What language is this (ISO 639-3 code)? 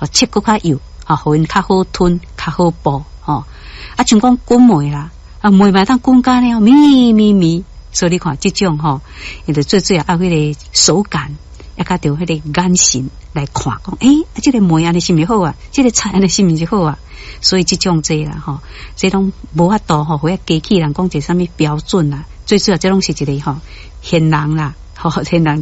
nan